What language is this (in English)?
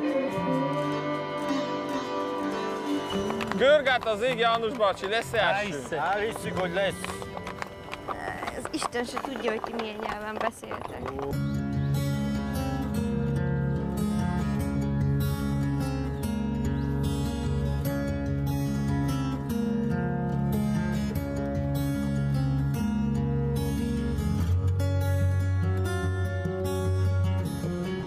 Hungarian